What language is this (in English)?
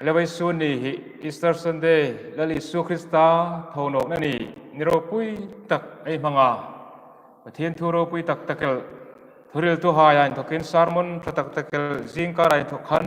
Hmar